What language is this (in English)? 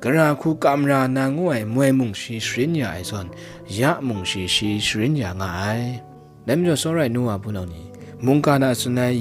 Kachin